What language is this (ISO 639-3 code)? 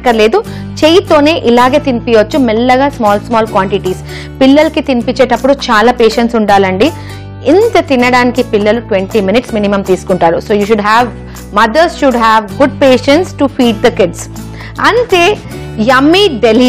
tel